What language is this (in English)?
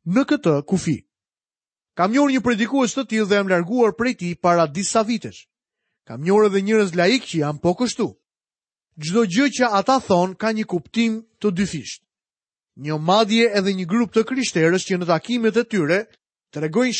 Albanian